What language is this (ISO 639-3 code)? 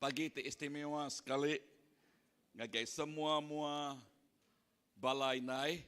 iba